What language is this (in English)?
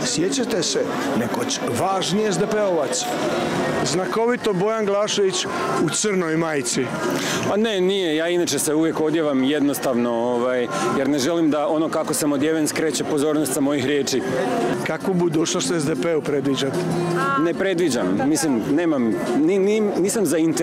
Croatian